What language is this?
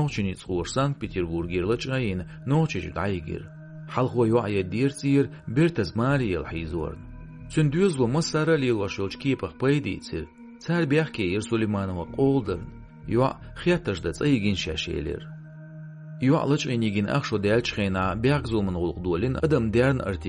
Chechen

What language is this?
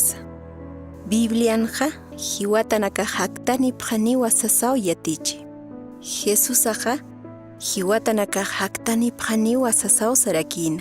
Aymara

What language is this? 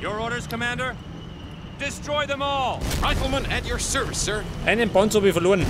Bavarian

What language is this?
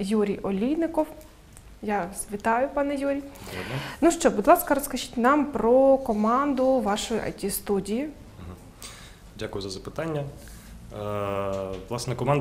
Ukrainian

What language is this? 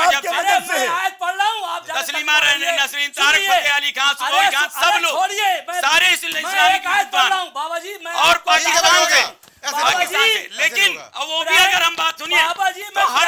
Hindi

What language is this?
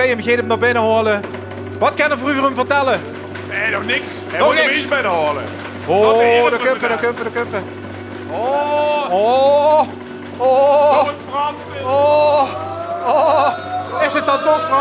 Limburgish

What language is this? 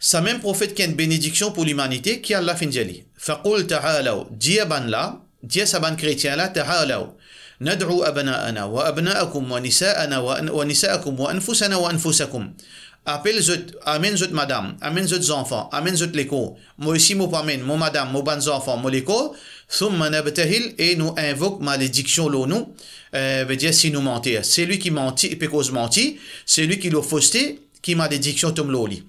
Morisyen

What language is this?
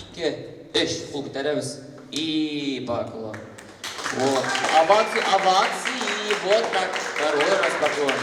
Tatar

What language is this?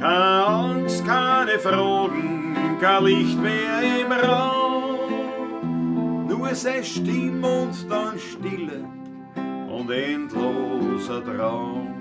Bavarian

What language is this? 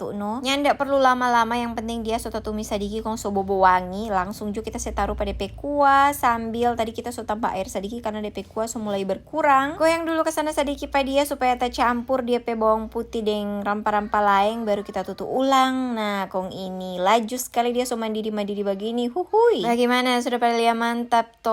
Manado Malay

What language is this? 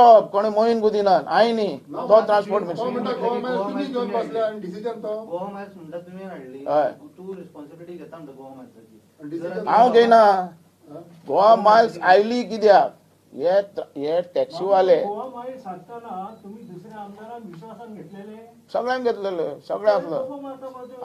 Konkani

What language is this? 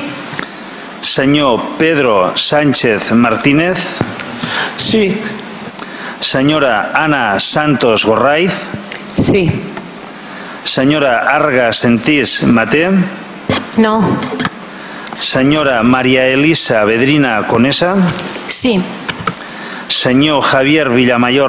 Catalan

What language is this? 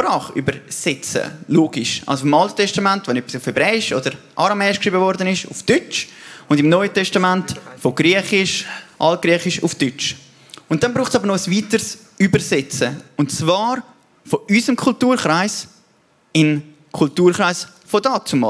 Swiss German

